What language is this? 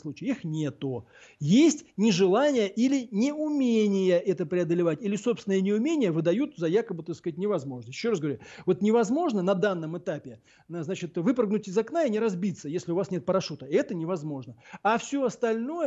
Russian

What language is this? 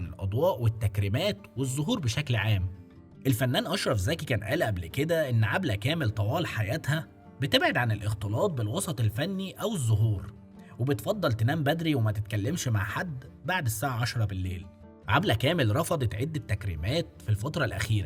Egyptian Arabic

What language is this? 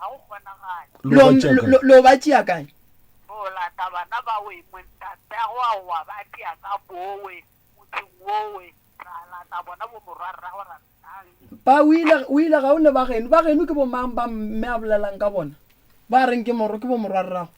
Northern Sotho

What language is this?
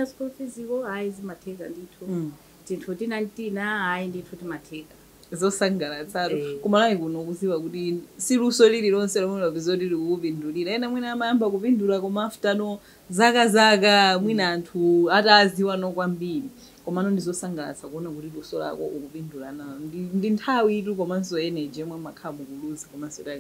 Nyanja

